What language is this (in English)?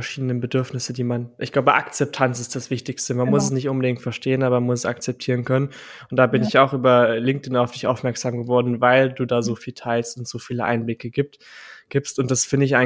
German